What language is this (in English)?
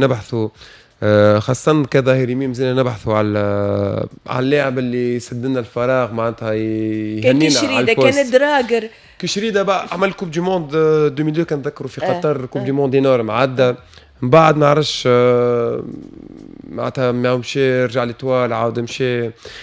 Tunisian Arabic